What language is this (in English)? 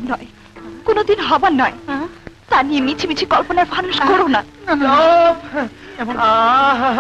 Bangla